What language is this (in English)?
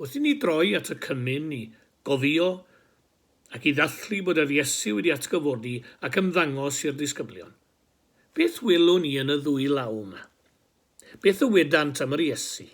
Welsh